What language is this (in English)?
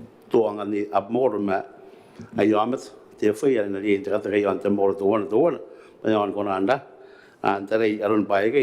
Gilbertese